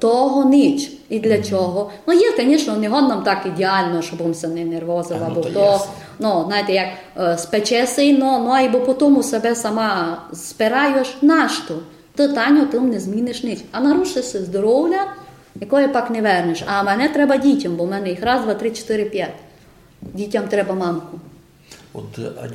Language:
Rusyn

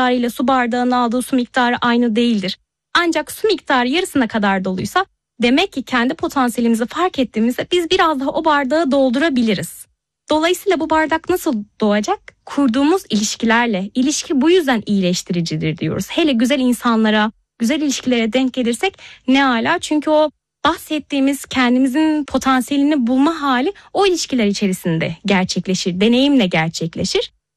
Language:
Turkish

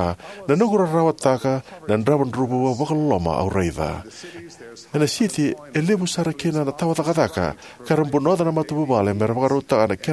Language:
Fijian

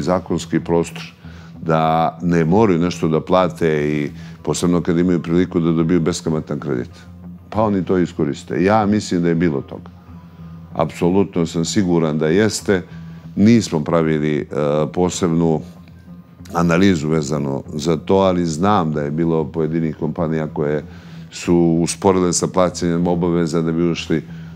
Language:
Bosnian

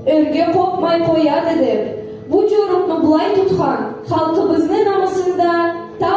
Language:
Karachay-Balkar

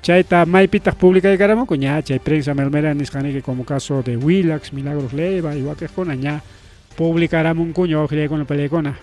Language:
Ayacucho Quechua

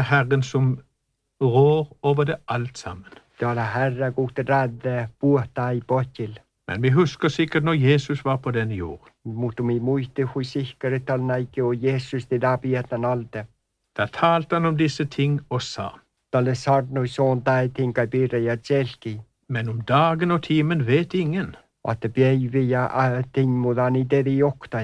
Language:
Norwegian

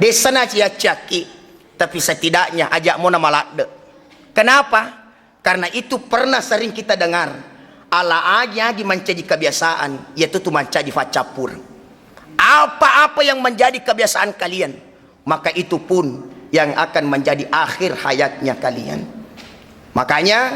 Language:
Buginese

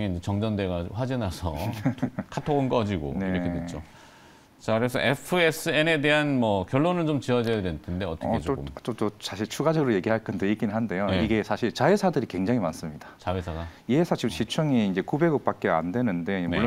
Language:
Korean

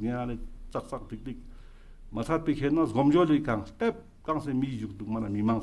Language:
Ladakhi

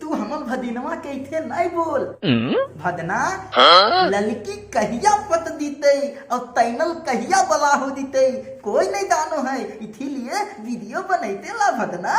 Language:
Magahi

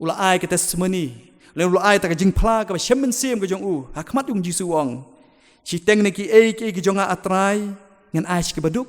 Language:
Khasi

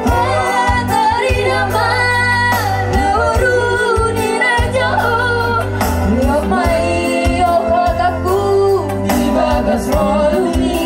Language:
Batak Toba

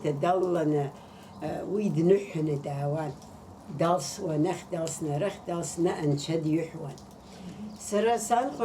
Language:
Abkhazian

